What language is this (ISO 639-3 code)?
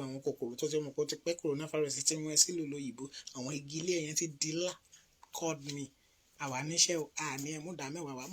yor